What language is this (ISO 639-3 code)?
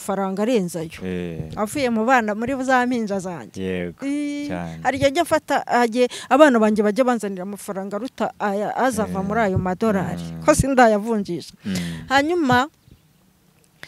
kin